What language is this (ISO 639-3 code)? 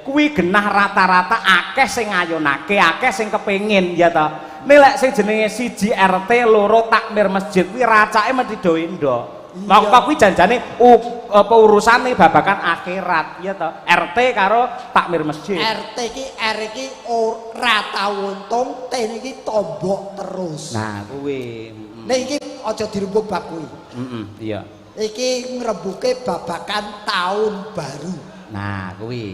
jav